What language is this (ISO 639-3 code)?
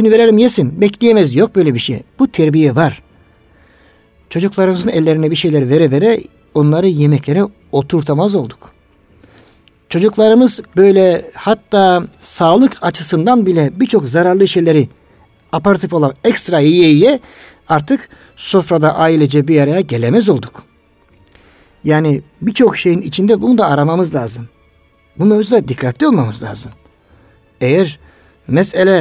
tur